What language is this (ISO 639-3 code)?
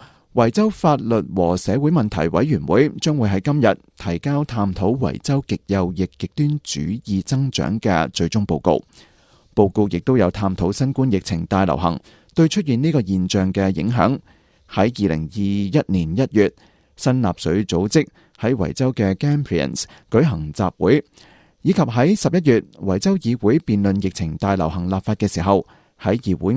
yue